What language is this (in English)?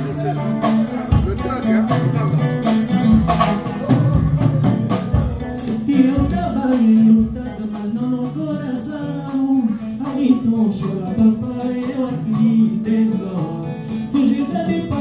Portuguese